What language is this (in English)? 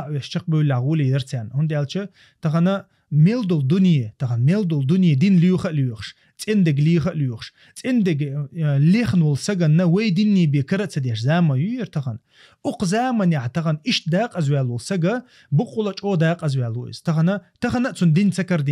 Chechen